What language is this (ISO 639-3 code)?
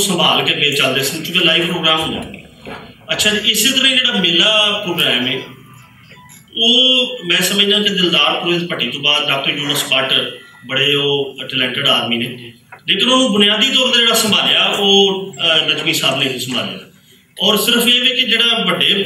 lah